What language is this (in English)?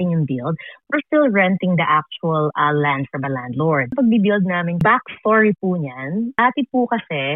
Filipino